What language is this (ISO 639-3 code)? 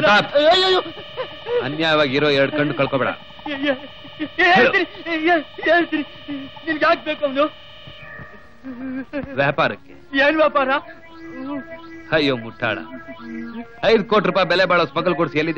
kan